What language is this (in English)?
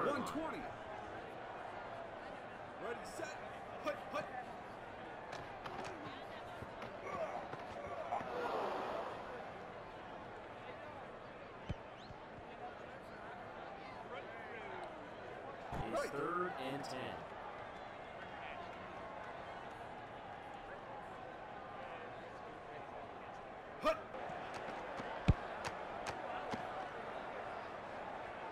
English